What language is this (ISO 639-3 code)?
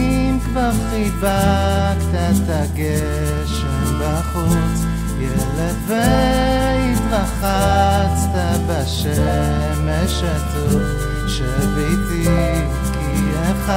heb